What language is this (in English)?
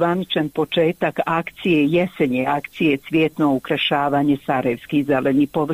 Bosnian